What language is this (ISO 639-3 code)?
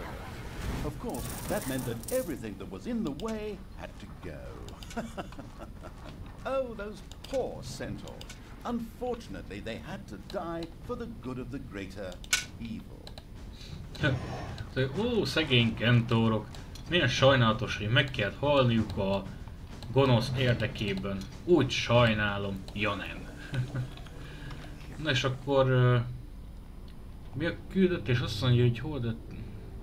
hun